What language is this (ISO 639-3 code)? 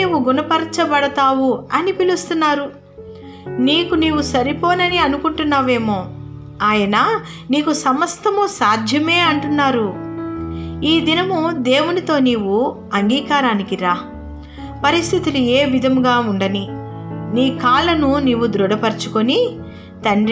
tel